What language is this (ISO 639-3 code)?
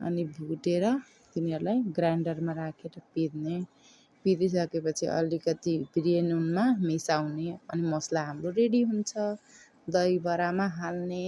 nep